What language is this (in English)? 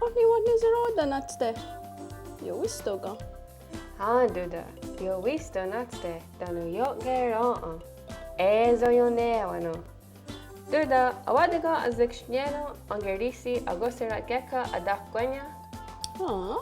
Mohawk